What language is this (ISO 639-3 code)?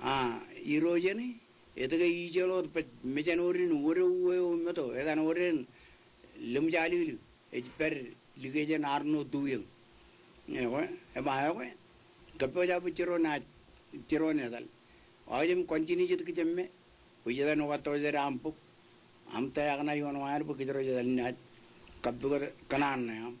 mah